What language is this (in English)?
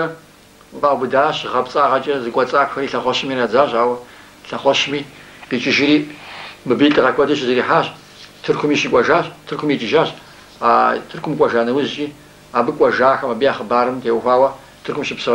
Kabardian